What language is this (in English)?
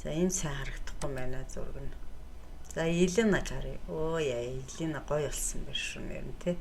Mongolian